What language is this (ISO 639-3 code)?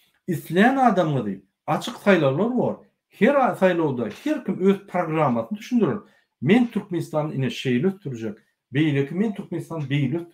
tuk